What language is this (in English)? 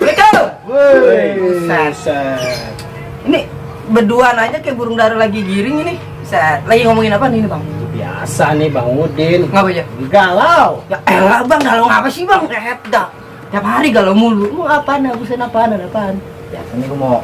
Betawi